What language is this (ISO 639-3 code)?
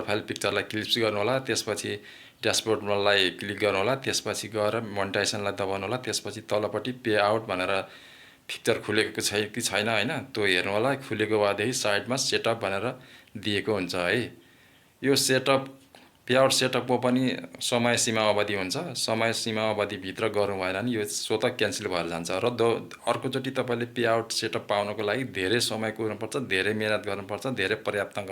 nep